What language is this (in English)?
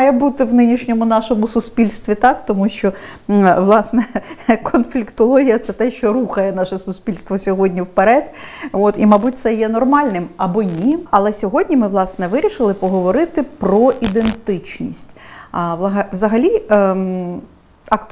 Ukrainian